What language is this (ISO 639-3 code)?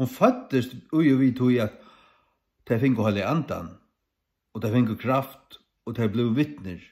fao